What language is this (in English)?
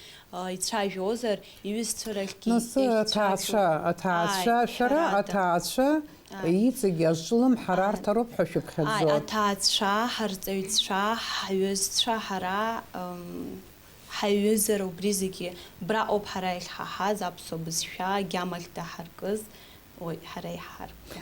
Abkhazian